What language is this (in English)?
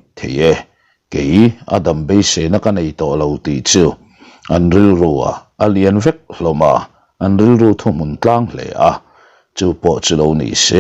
Mizo